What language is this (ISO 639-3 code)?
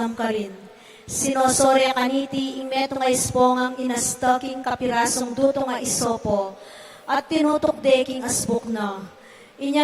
pam